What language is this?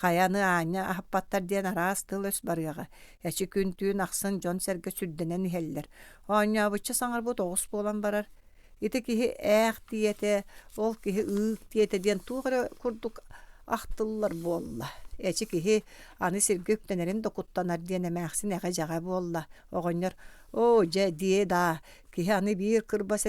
Yakut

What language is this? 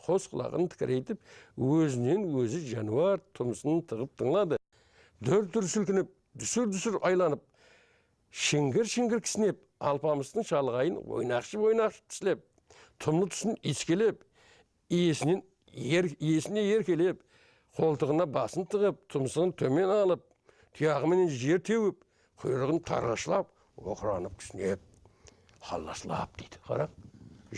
Kara-Kalpak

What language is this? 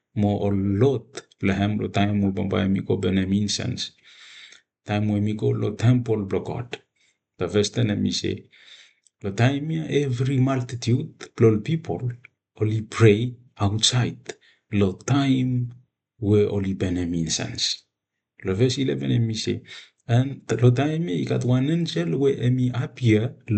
Bislama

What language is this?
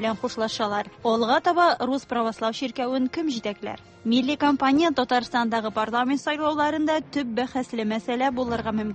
Tatar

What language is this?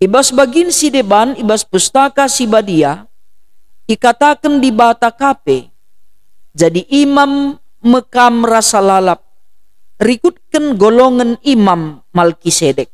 Batak Karo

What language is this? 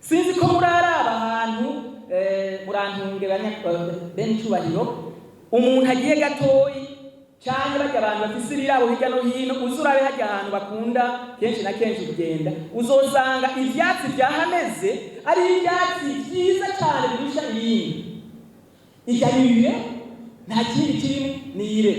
Rundi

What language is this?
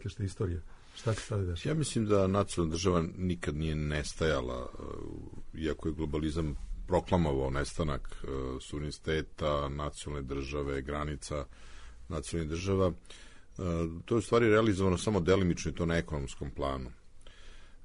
Serbian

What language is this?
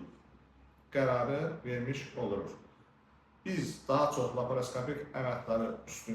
Azerbaijani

